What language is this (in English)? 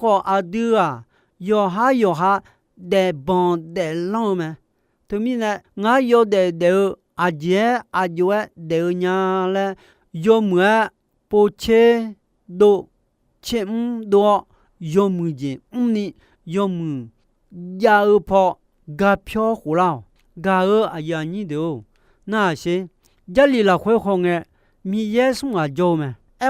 Akha